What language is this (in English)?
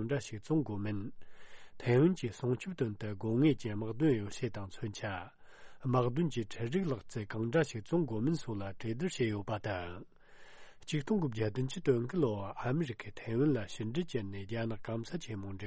Tibetan